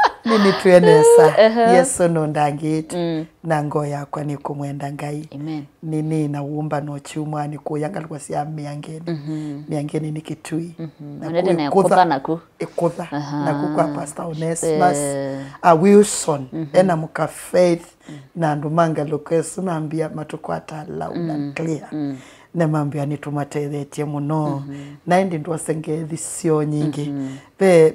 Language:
Kamba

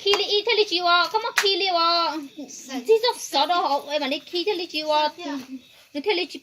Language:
Hmong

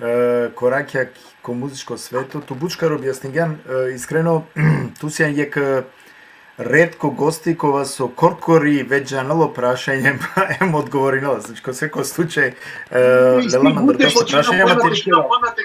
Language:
Balkan Romani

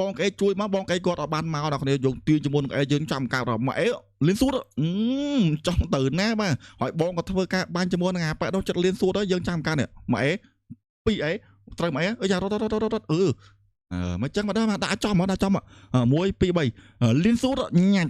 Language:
Khmer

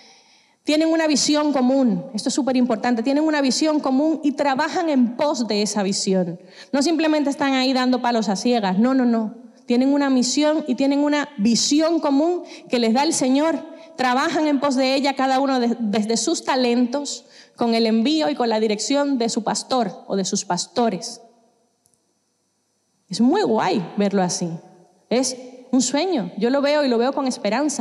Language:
Spanish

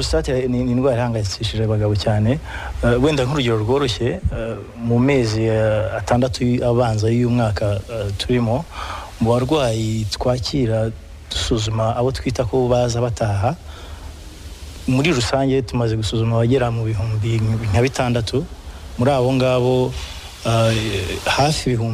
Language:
Kinyarwanda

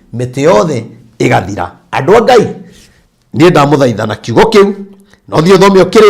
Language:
Kikuyu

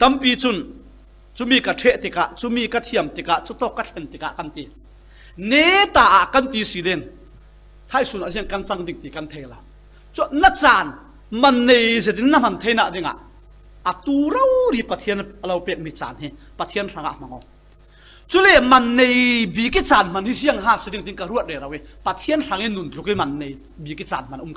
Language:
Falam Chin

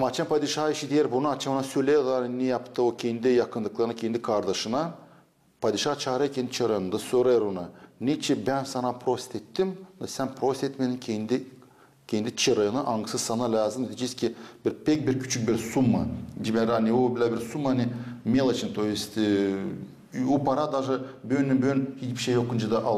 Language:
Gagauz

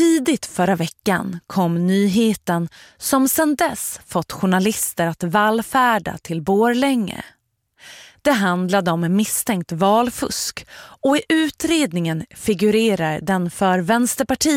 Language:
Swedish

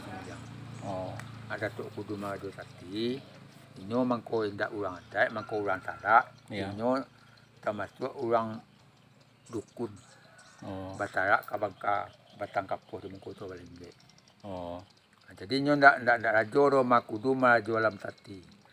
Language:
Minangkabau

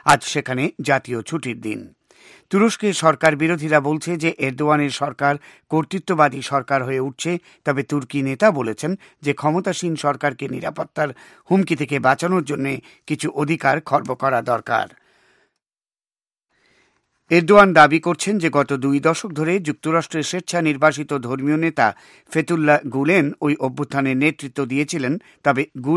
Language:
Bangla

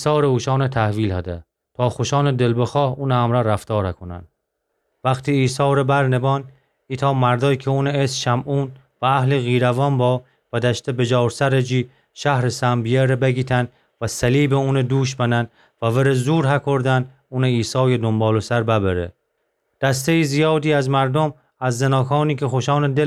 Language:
Gilaki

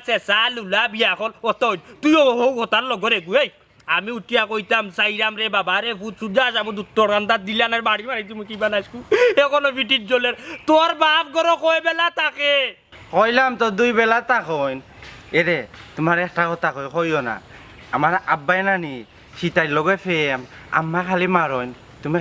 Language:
Sylheti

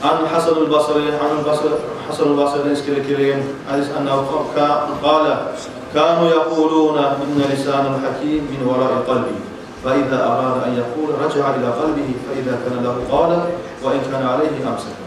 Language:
Kumyk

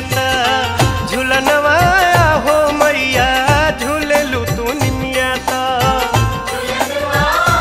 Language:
Bhojpuri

